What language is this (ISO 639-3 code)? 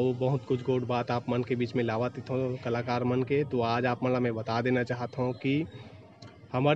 hne